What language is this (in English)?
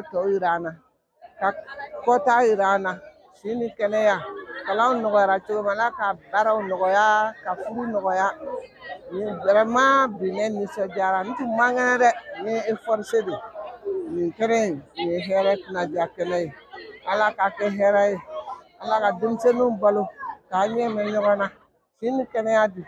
Bambara